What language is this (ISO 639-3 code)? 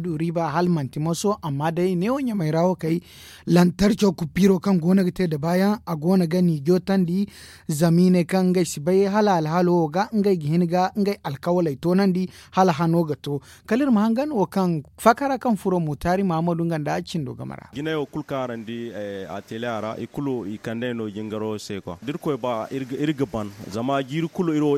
dje